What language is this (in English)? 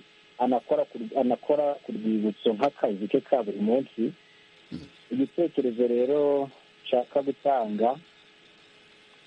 Kinyarwanda